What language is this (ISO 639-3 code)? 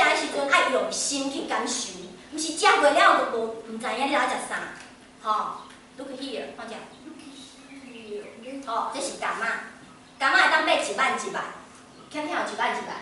nan